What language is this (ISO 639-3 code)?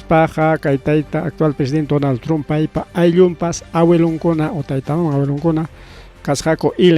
quy